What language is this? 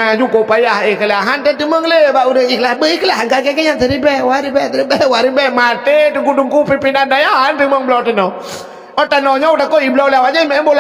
Achinese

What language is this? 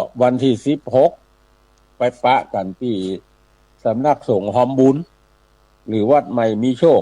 Northern Thai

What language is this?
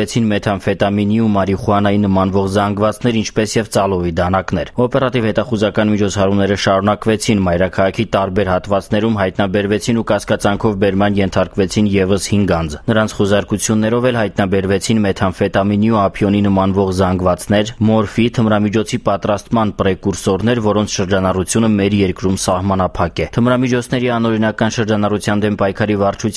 Armenian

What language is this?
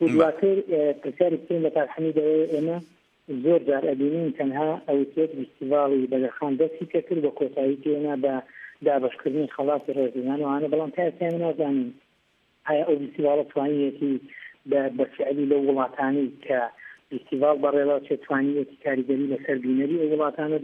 Central Kurdish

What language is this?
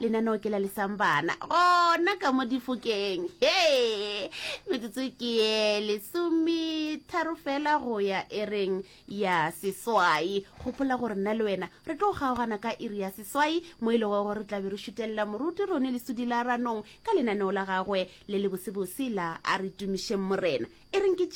Northern Sotho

